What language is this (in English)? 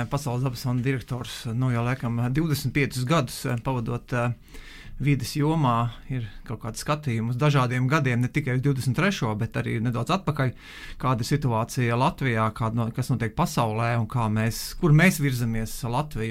Latvian